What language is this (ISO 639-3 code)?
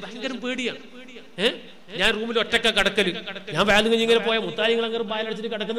mal